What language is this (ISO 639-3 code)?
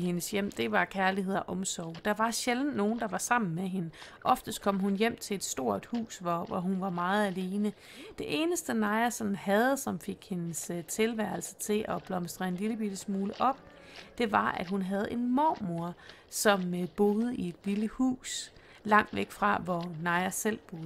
dan